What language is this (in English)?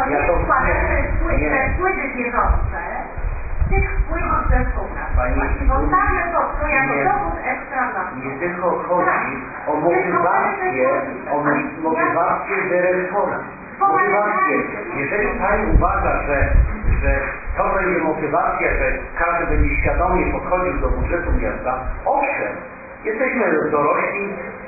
Polish